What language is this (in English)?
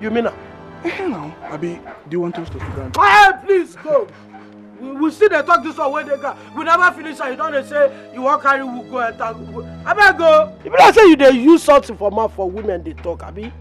Nigerian Pidgin